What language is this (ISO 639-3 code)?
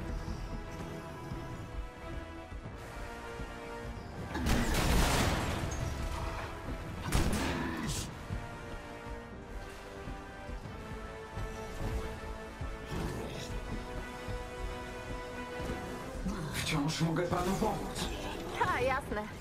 pol